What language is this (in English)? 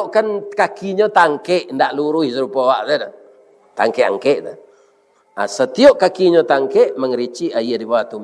Minangkabau